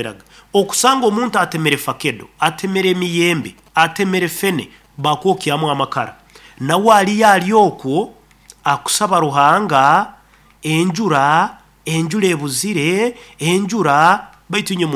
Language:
Nyoro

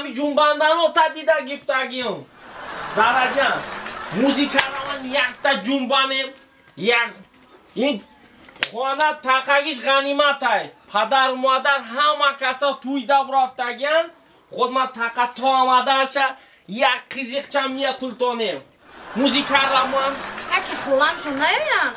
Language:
Tajik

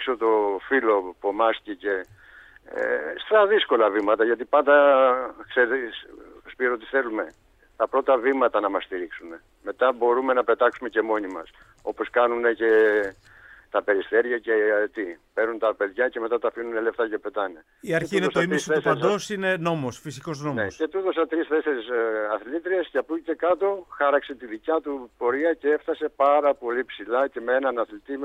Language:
Greek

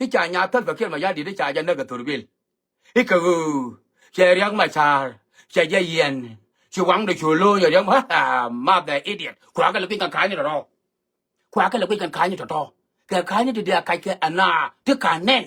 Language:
Nuer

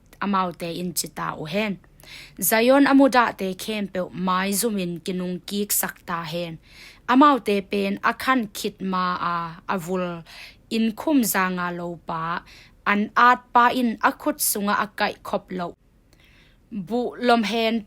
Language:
Tedim Chin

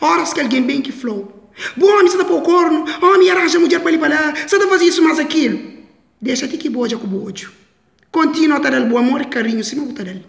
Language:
Kabuverdianu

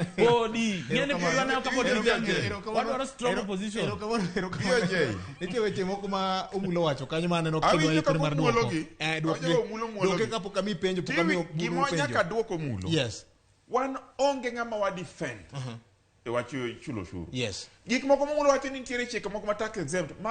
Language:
Luo (Kenya and Tanzania)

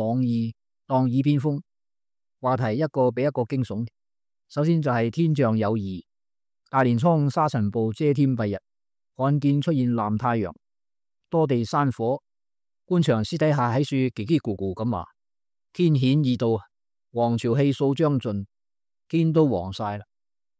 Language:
Cantonese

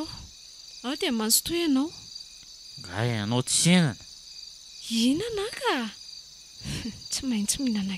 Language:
Malagasy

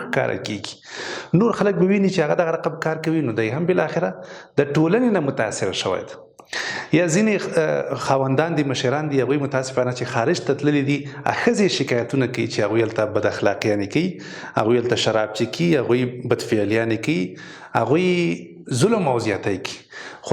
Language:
Pashto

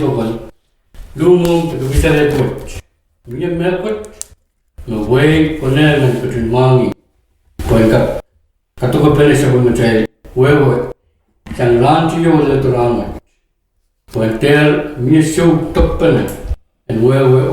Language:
Pohnpeian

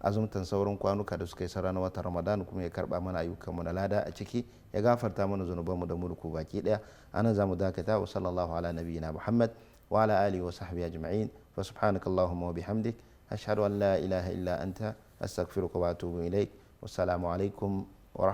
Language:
Hausa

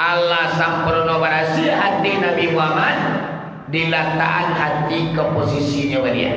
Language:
Minangkabau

